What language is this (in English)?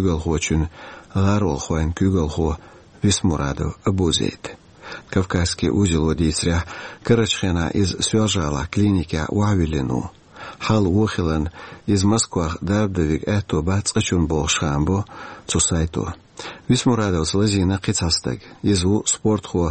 Chechen